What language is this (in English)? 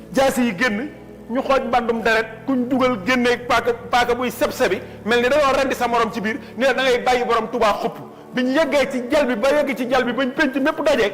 Wolof